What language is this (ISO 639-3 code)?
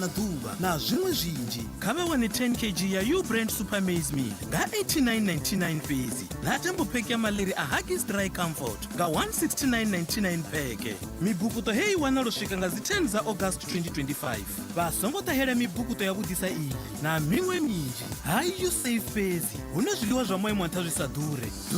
ven